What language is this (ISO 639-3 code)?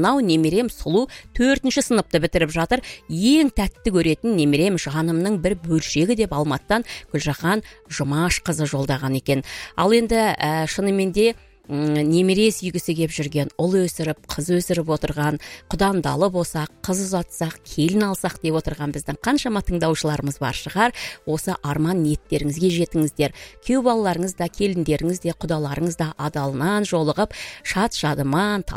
kaz